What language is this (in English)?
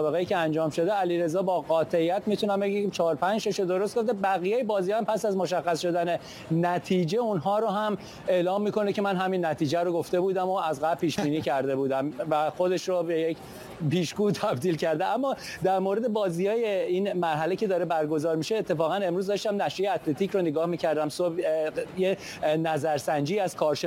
Persian